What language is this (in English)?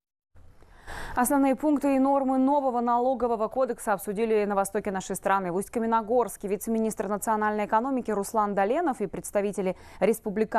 Russian